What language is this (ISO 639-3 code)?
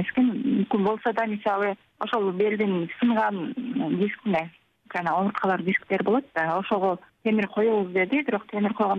kir